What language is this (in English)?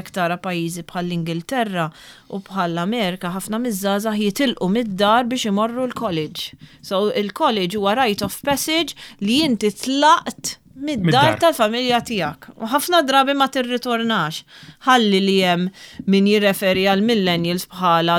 Maltese